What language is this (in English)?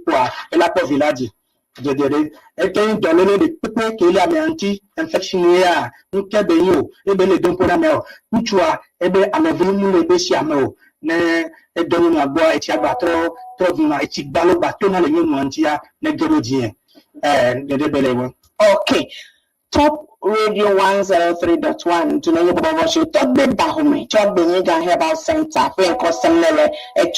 Ewe